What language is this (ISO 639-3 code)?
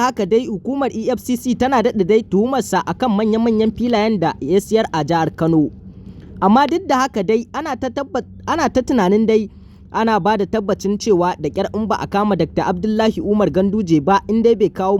hau